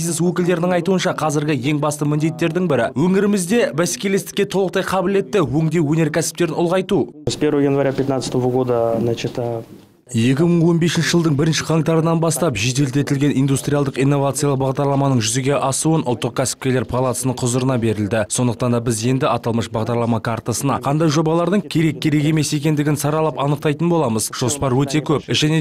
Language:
Kazakh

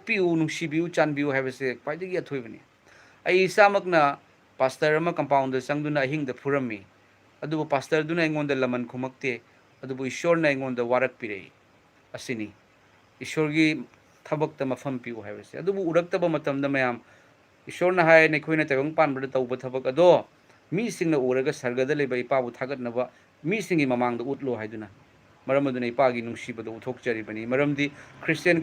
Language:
Manipuri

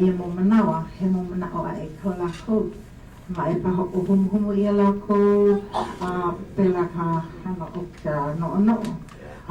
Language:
Hawaiian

